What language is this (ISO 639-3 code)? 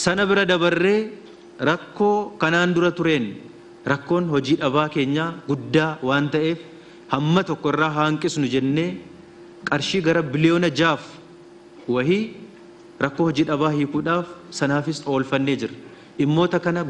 orm